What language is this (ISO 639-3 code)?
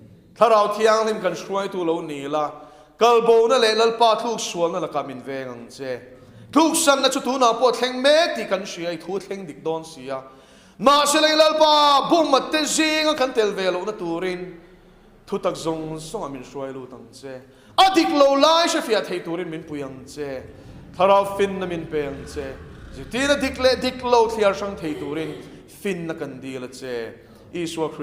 lus